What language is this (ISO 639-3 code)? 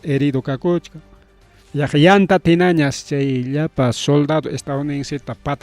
quy